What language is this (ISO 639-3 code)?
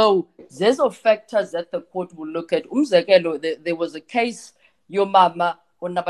xho